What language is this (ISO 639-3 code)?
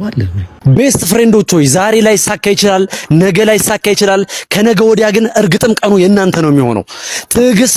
amh